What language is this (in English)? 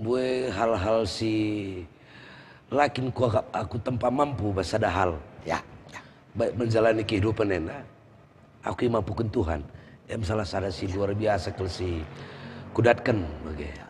Batak Karo